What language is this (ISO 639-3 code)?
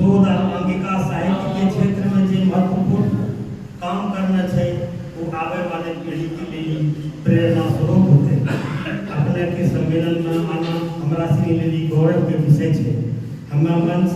anp